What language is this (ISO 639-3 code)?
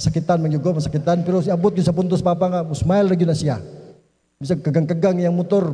ceb